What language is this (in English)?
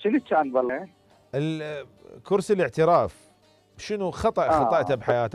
Mesopotamian Arabic